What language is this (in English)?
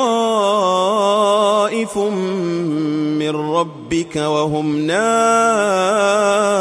Arabic